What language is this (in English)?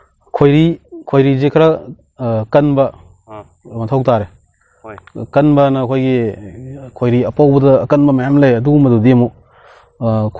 Manipuri